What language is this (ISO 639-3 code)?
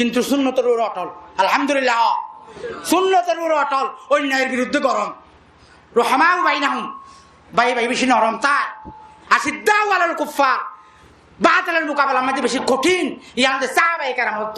rhg